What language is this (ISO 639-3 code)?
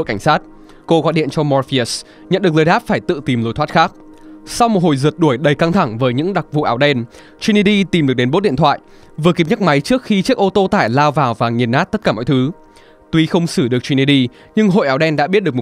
vie